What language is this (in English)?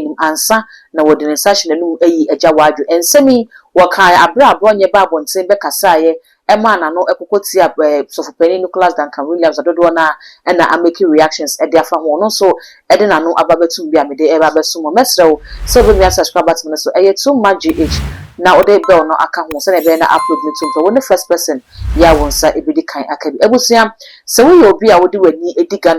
Akan